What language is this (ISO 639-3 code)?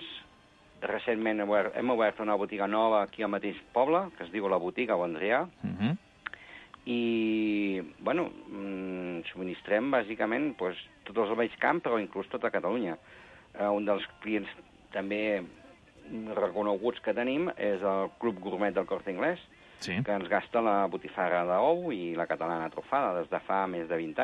cat